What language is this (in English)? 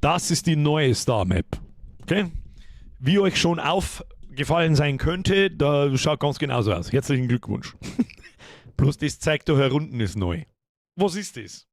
Bavarian